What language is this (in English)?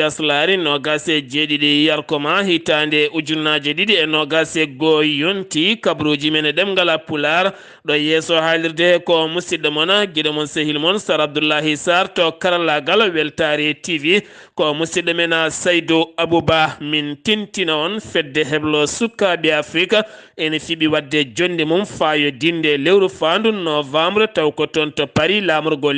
Fula